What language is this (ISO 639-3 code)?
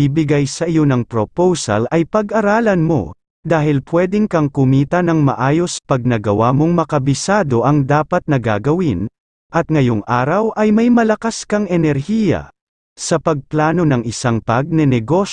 fil